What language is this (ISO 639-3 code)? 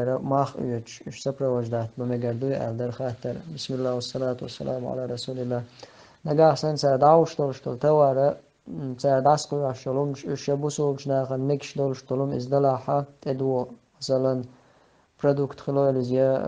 che